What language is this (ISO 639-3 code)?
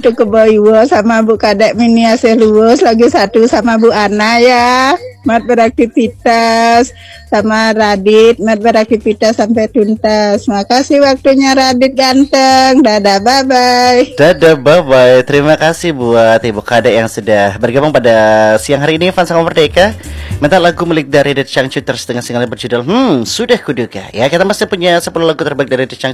ind